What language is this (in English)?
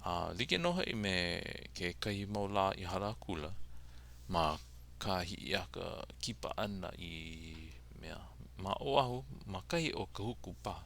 Hawaiian